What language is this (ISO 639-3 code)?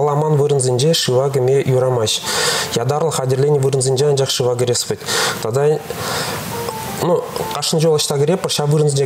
chv